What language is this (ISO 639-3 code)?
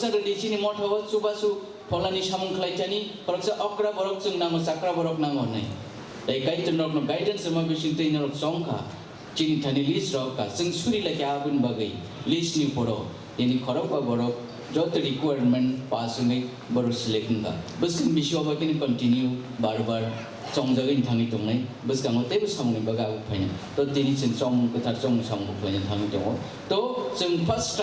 trp